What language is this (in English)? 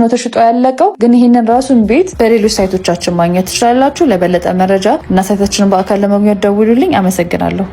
Amharic